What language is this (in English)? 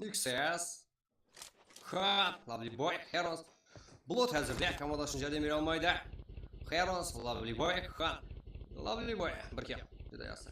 Kara-Kalpak